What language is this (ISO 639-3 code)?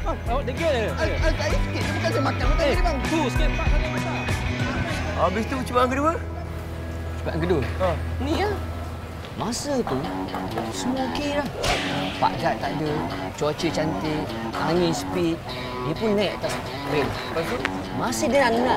msa